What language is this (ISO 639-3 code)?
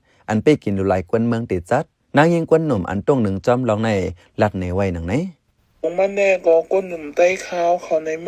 shn